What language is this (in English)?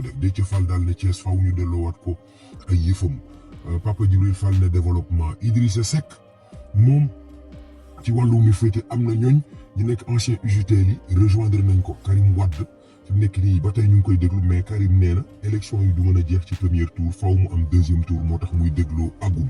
Wolof